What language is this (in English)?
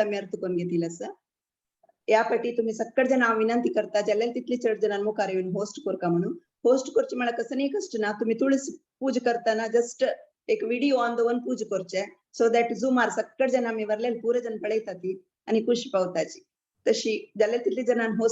Konkani